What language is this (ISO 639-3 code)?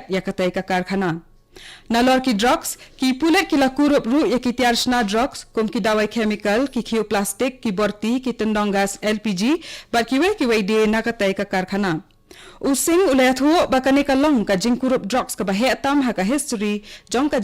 kha